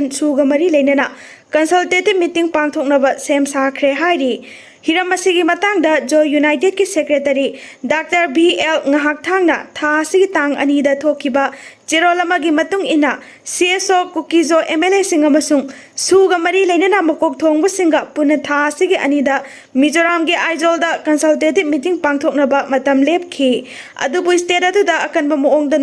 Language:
Manipuri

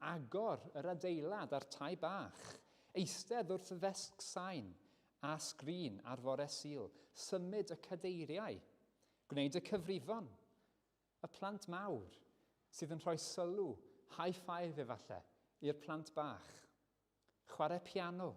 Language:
Welsh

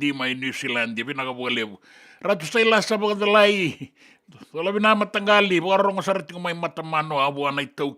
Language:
Fijian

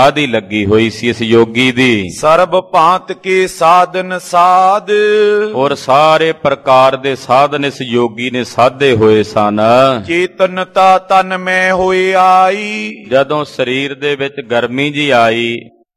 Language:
Punjabi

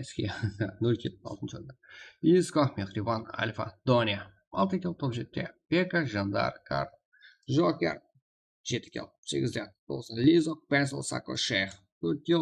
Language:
Kara-Kalpak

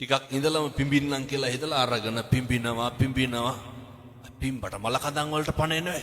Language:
Sinhala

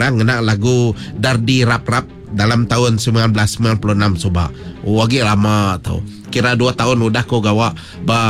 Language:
Iban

